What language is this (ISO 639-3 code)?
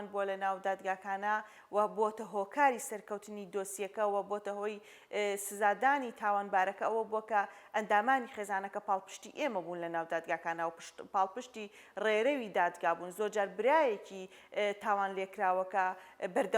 ckb